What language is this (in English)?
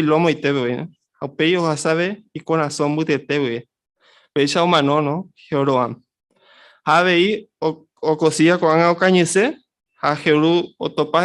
Guarani